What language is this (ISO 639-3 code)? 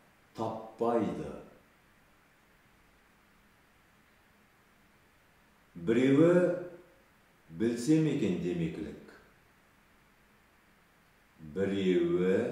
kaz